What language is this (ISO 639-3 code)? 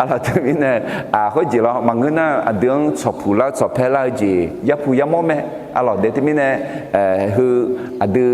ahk